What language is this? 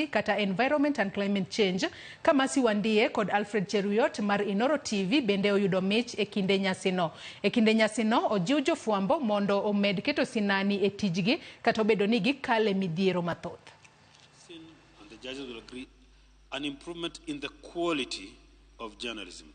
Luo (Kenya and Tanzania)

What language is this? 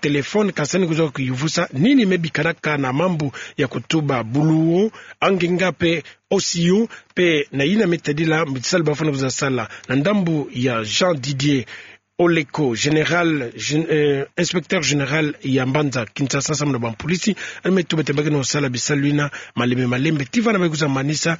Kituba (Democratic Republic of Congo)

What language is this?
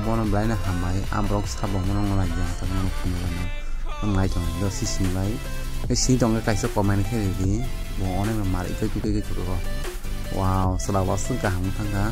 Kok Borok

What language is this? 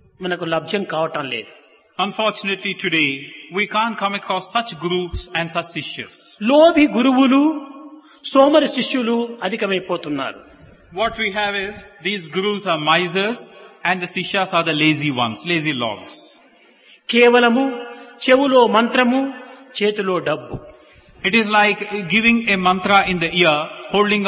Telugu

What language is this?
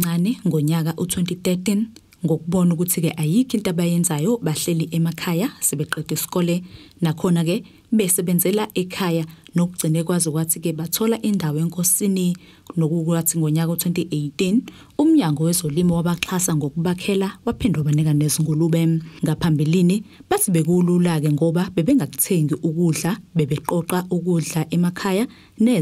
Zulu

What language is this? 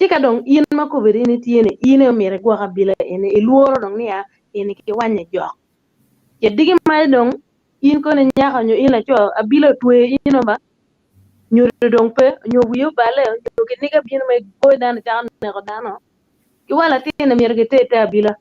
Acoli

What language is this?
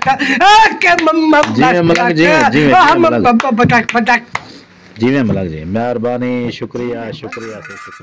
Saraiki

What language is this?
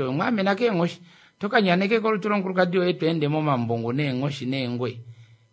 Kuanyama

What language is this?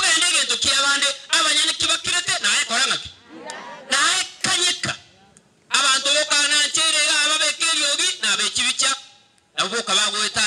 Gusii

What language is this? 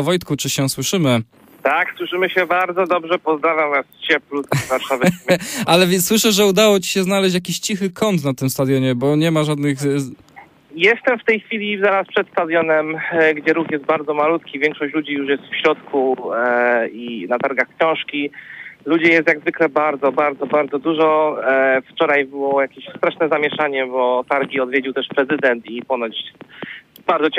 Polish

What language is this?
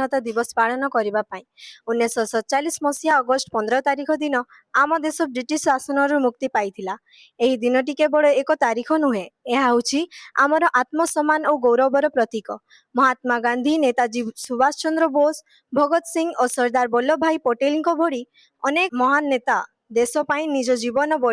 Odia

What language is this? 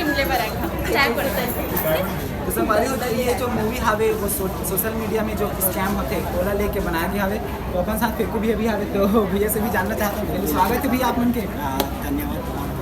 Chhattisgarhi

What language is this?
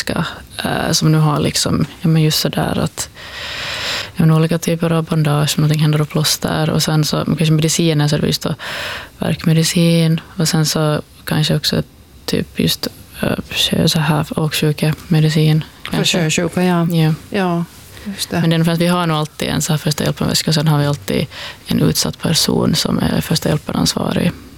Swedish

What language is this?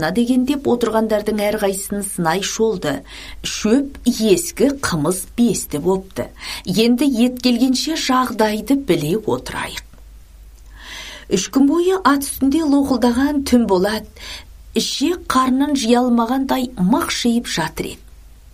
Kazakh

